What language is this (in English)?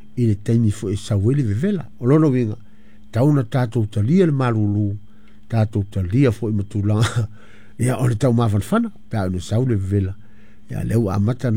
Samoan